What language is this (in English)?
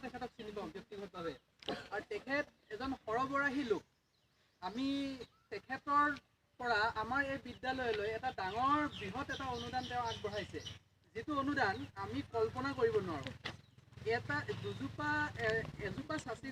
Assamese